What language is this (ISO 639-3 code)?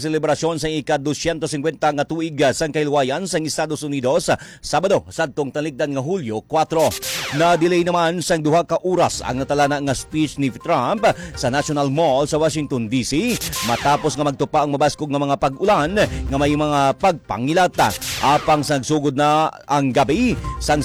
hil